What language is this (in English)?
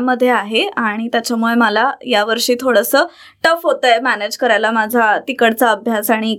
Marathi